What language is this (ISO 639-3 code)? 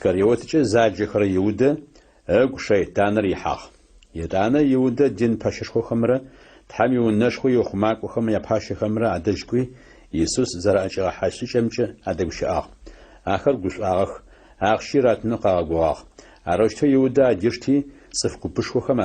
ady